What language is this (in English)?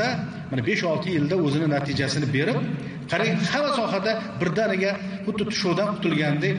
Uzbek